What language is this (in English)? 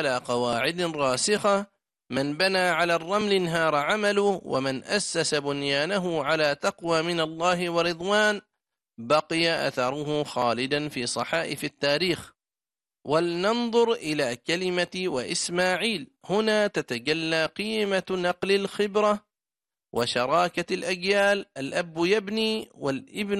Arabic